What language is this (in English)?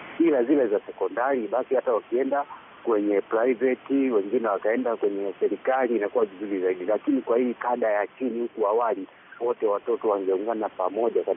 Swahili